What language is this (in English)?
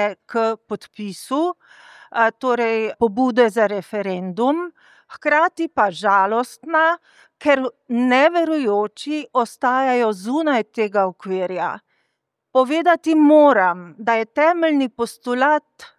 Slovenian